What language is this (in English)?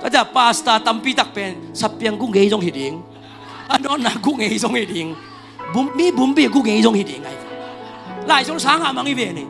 Tedim Chin